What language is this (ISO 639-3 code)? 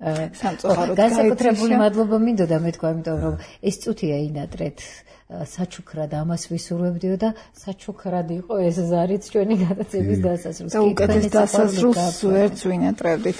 kat